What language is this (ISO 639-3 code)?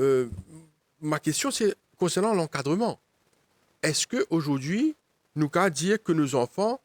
mfe